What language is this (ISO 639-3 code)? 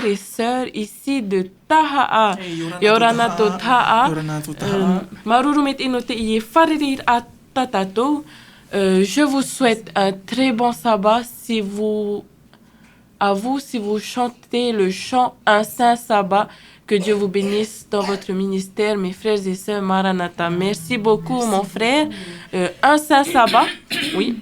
tah